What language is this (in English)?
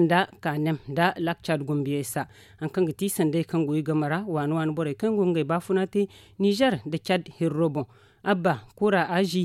Zarma